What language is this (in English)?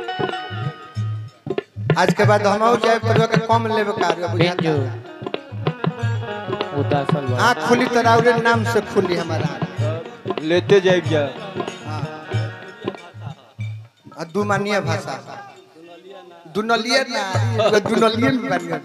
Bhojpuri